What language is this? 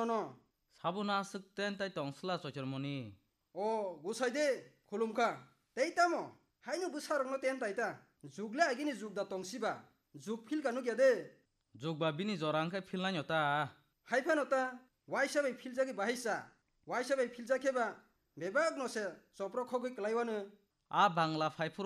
Kok Borok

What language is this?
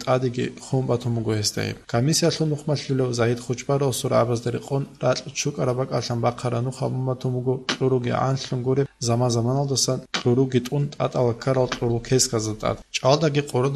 Avaric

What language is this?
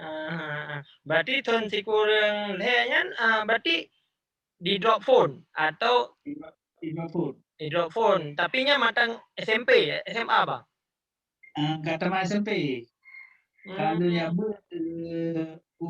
Achinese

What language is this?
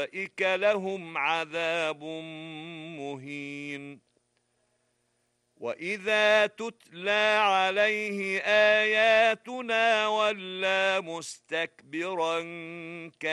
Arabic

